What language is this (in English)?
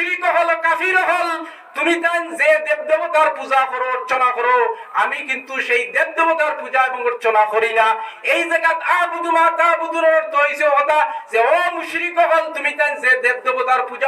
Sylheti